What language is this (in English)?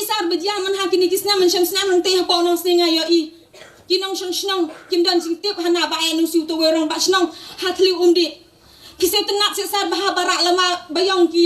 Khasi